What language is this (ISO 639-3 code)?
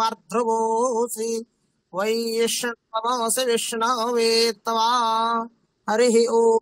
san